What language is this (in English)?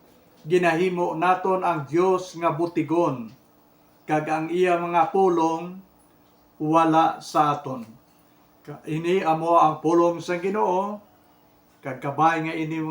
Hiligaynon